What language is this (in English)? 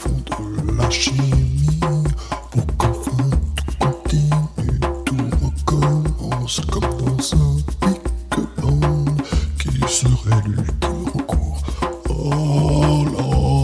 French